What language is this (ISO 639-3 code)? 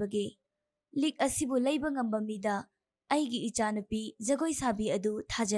mni